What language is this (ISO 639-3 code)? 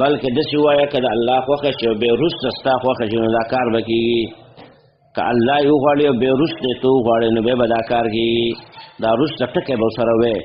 pus